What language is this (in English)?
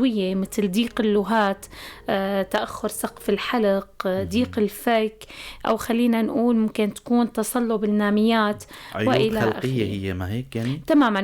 North Levantine Arabic